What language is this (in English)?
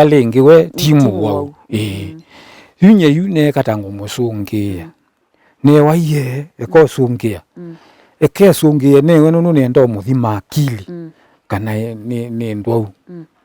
Kamba